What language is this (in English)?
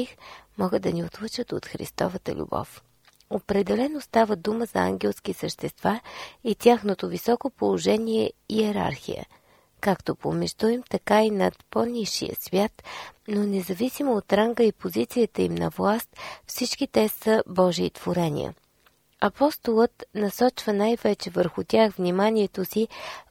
Bulgarian